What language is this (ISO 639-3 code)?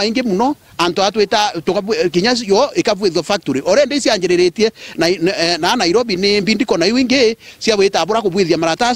mer